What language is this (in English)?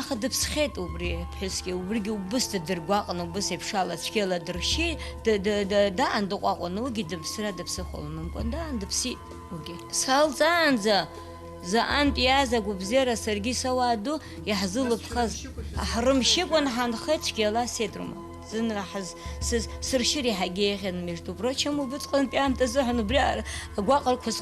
Abkhazian